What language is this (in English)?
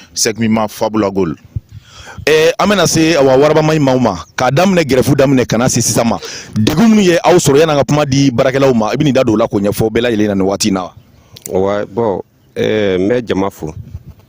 Bambara